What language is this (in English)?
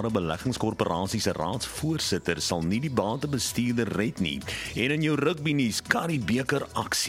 Afrikaans